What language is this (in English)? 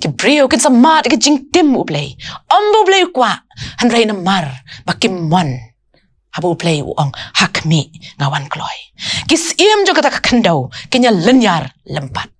Khasi